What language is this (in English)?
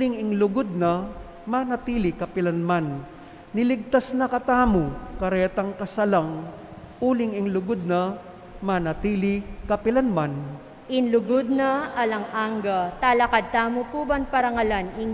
Pampanga